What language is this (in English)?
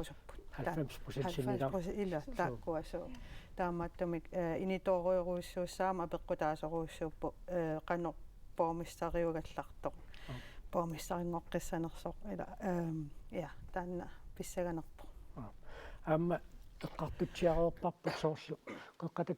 Kalaallisut